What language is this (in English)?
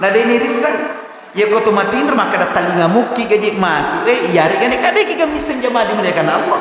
Buginese